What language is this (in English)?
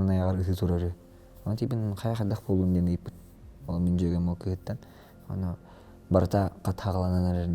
Yakut